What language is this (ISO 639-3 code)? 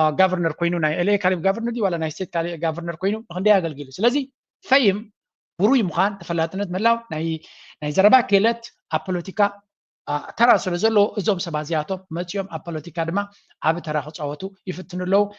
tir